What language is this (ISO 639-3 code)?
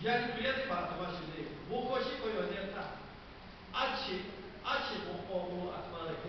lhu